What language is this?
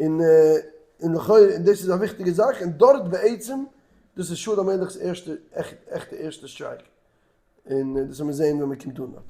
Yiddish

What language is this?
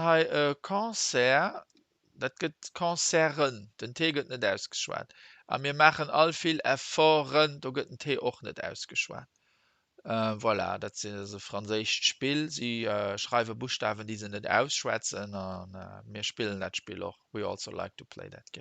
Luxembourgish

